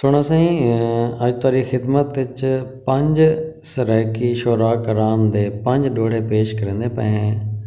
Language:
Saraiki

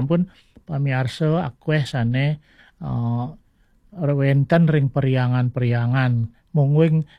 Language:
Balinese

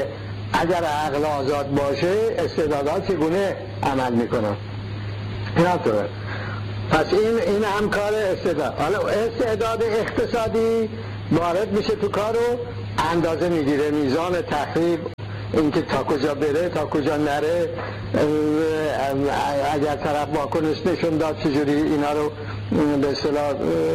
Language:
Persian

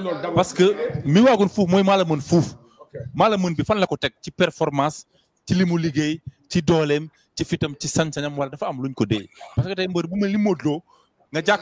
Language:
Wolof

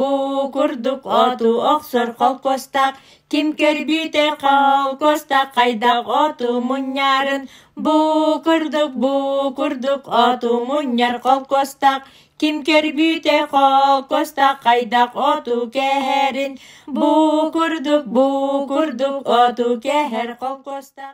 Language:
Yakut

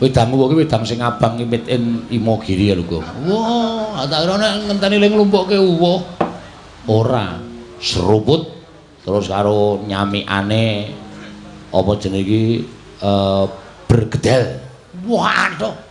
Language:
Javanese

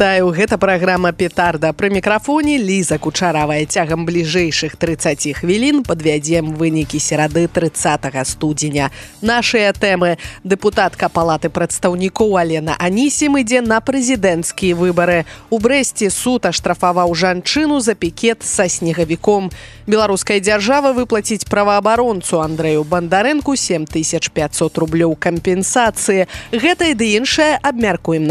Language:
Belarusian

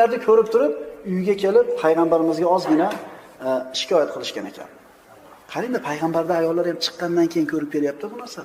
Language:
Uzbek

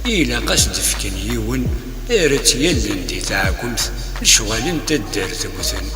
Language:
Kabyle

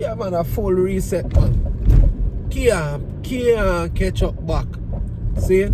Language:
Jamaican Creole English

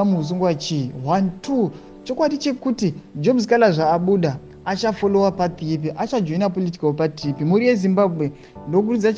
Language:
Shona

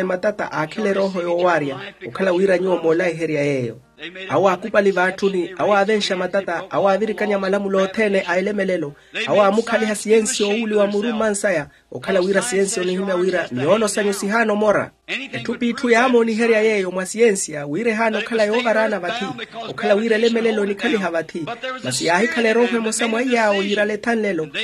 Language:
Makhuwa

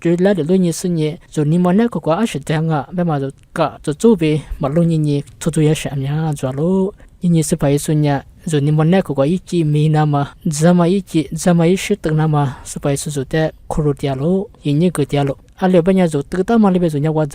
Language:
Lisu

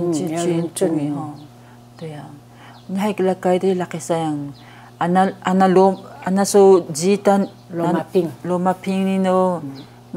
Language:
Taroko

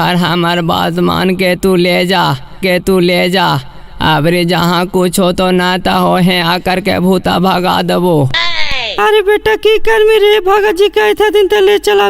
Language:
Magahi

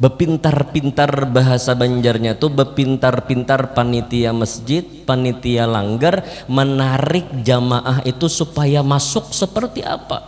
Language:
Banjar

